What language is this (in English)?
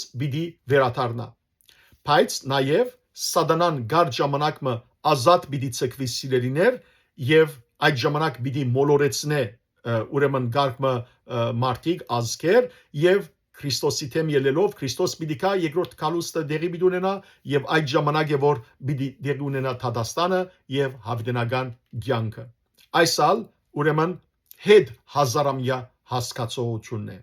Western Armenian